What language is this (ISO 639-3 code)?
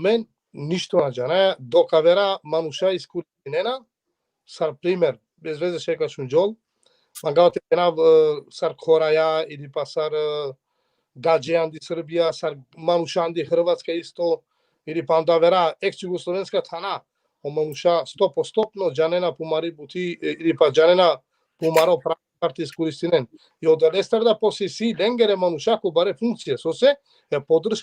rmn